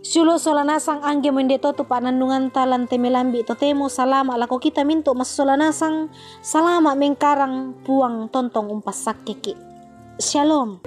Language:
Toraja-Sa'dan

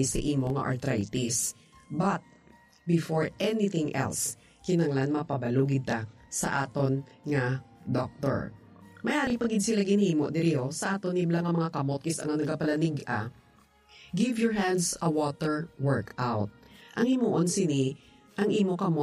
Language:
Hiligaynon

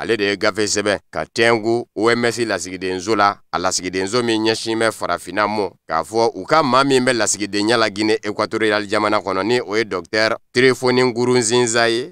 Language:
Bambara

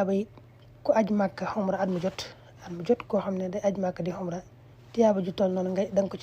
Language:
Wolof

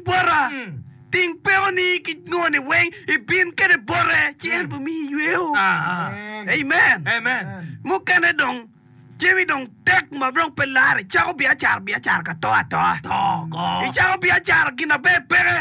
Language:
Acoli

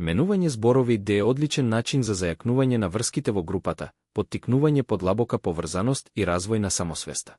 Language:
Macedonian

